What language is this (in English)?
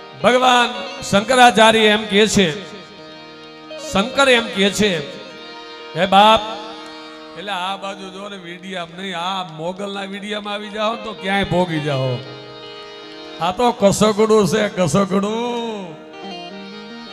Gujarati